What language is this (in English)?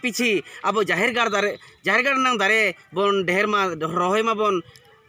Santali